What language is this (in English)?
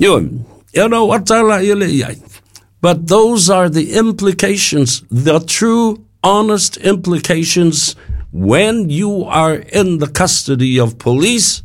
Samoan